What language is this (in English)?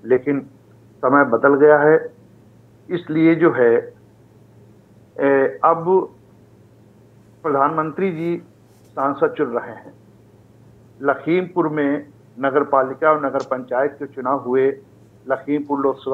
Hindi